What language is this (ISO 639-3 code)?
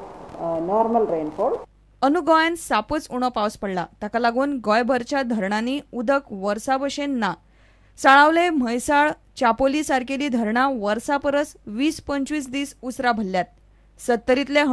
kok